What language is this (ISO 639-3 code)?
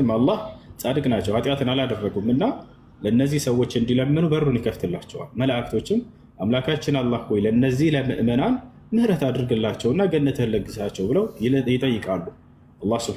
amh